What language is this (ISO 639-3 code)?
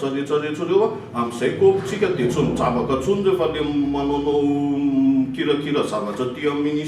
mlg